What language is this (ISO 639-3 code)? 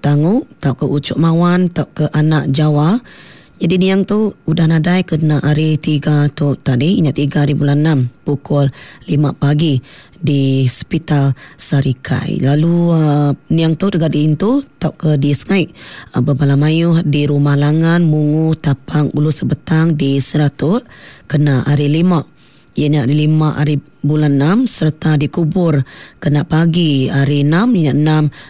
iba